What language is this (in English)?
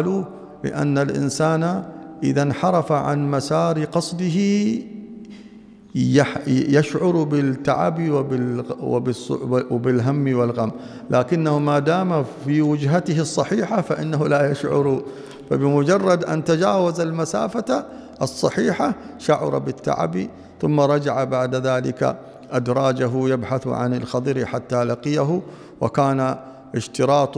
Arabic